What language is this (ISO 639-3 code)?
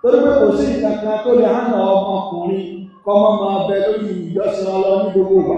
yor